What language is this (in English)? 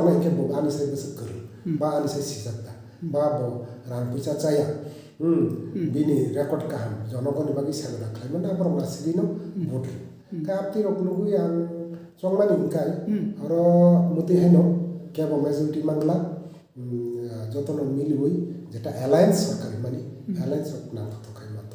Kok Borok